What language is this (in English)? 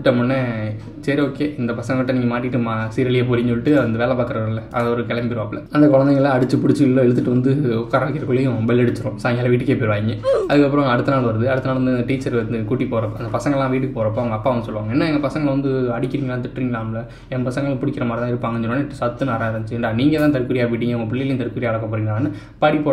Tamil